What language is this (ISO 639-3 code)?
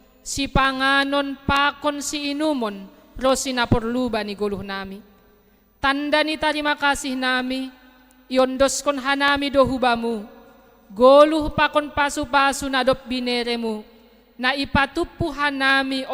bts